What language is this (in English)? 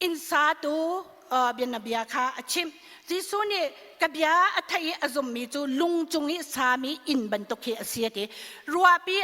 Hakha Chin